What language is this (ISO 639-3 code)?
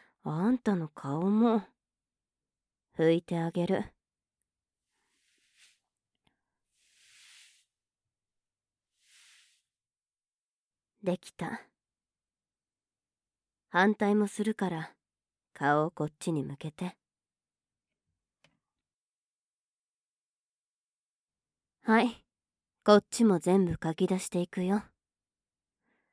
jpn